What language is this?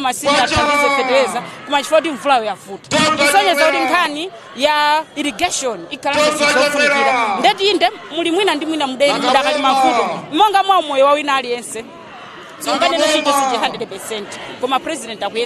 Nyanja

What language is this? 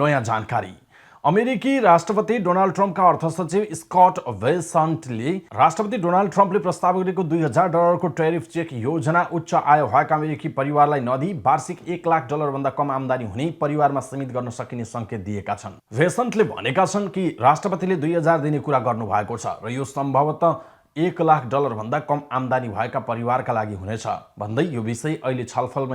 Nepali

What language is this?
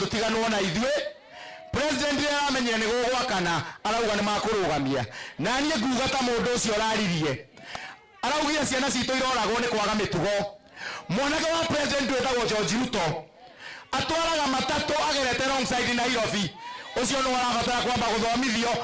Kikuyu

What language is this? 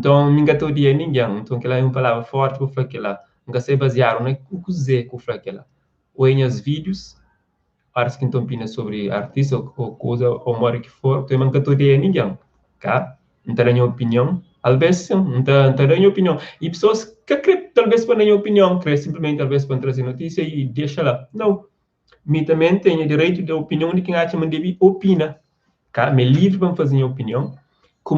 Kabuverdianu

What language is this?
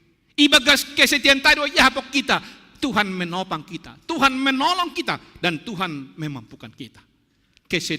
Batak Simalungun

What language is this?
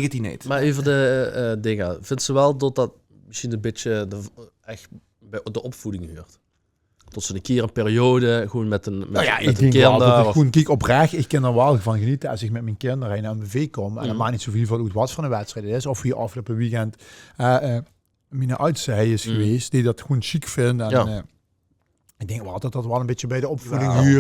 Limburgish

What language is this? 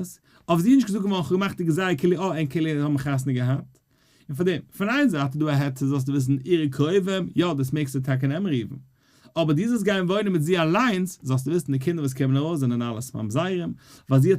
Yiddish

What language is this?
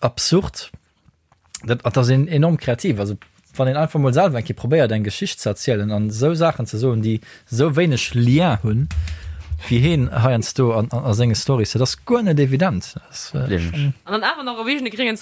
Luxembourgish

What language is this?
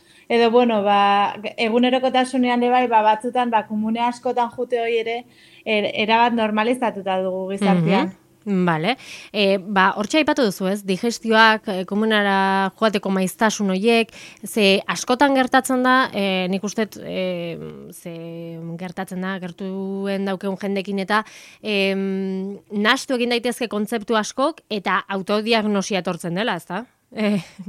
Basque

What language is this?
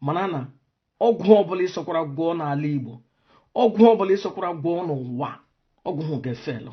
Igbo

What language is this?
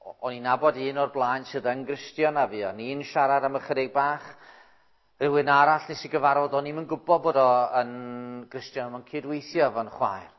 Welsh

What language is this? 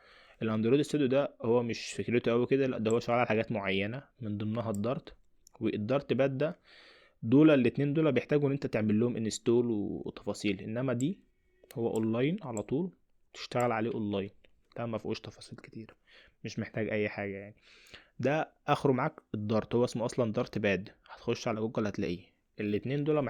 Egyptian Arabic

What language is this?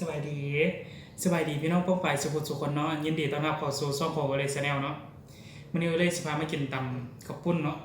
Northeastern Thai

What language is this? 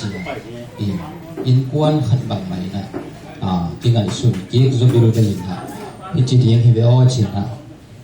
Tedim Chin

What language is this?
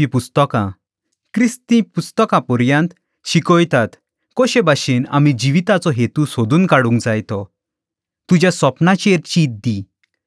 Konkani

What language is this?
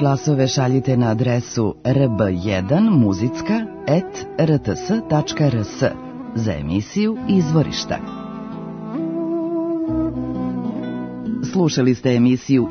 Serbian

